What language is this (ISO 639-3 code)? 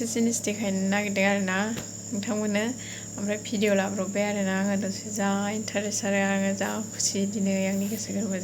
brx